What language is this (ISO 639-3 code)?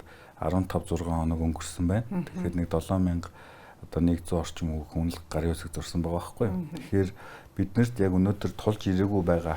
mon